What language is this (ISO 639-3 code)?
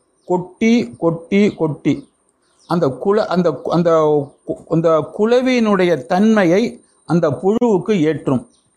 tam